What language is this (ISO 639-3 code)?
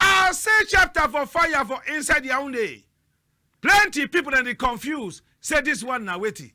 wes